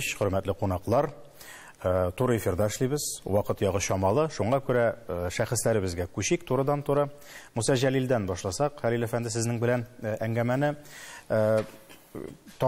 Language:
Tatar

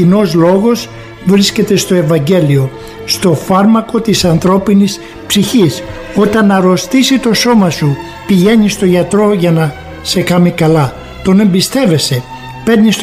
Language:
Greek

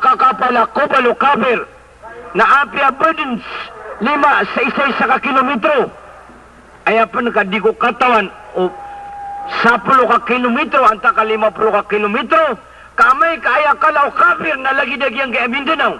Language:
Maranao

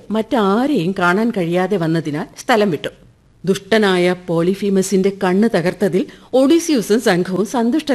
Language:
Malayalam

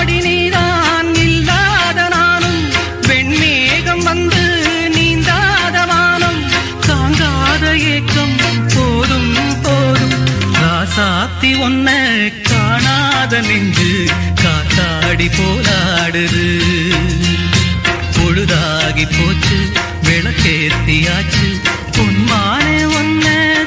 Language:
Tamil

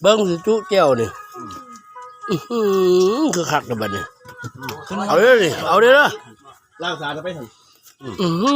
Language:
Lao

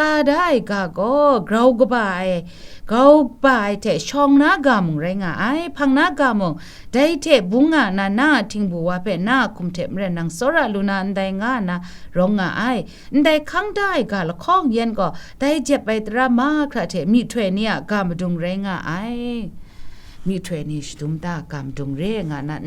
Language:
Kachin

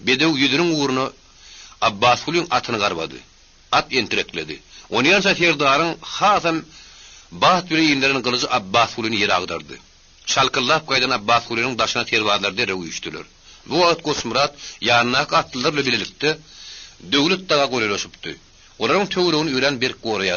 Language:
Turkmen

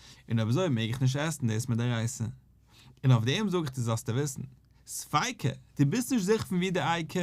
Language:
Yiddish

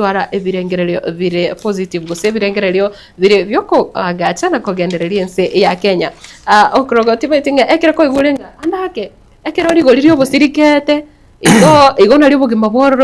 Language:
Gusii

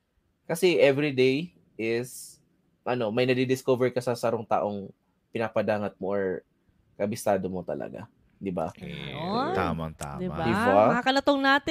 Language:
Bikol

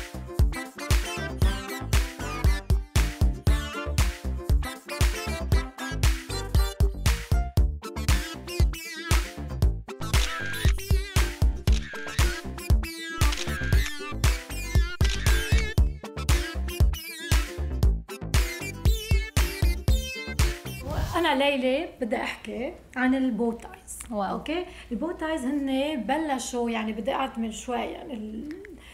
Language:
North Levantine Arabic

